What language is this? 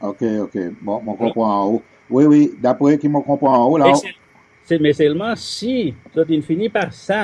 Seselwa Creole French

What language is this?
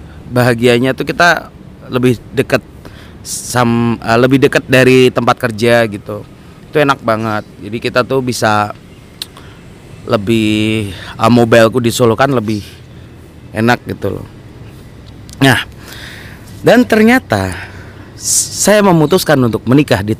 Indonesian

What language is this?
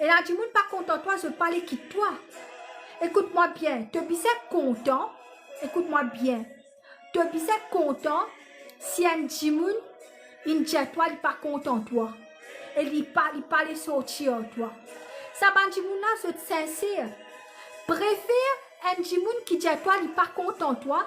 Morisyen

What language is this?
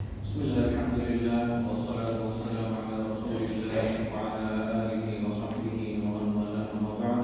Divehi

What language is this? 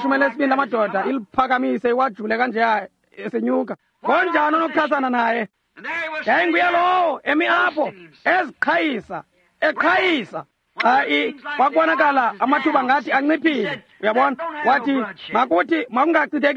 Xhosa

